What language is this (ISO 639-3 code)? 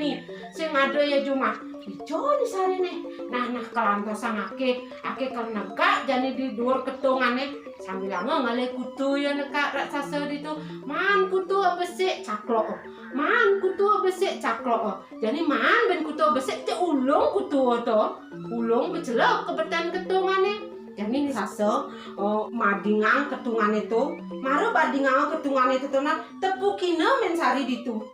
ban